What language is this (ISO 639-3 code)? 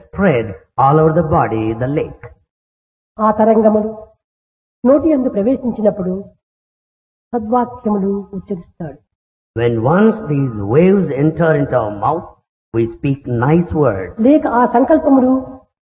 tel